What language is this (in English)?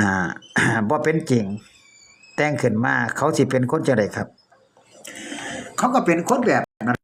Northeastern Thai